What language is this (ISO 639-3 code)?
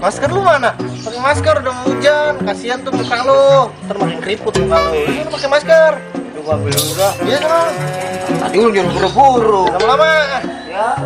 bew